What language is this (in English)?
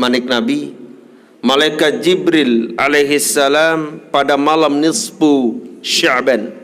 Sasak